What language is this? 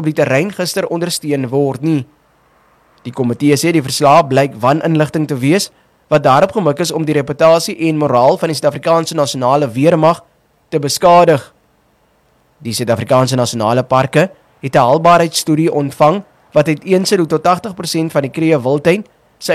Afrikaans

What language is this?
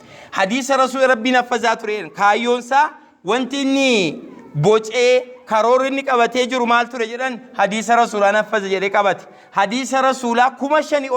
Oromo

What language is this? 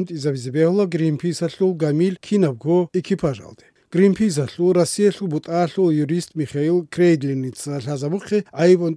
Avaric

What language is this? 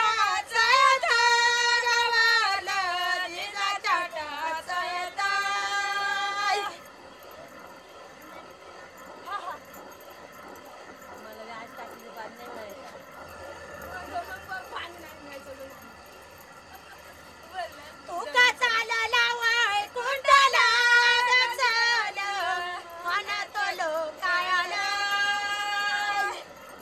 Marathi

